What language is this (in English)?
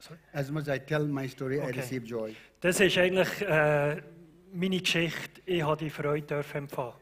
Swiss German